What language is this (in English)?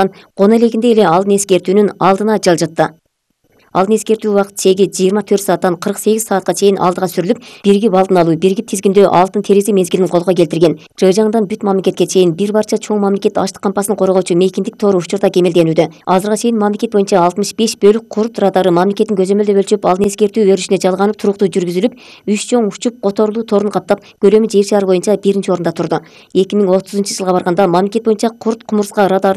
Kyrgyz